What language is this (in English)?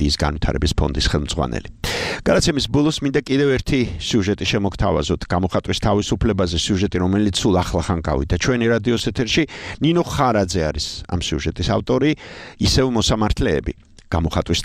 Georgian